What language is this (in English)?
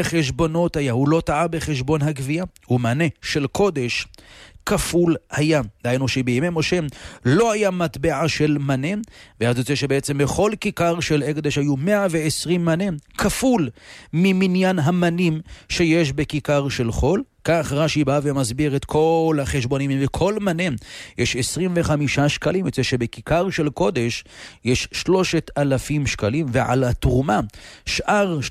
Hebrew